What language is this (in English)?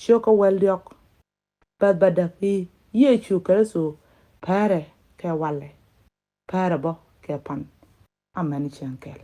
Nuer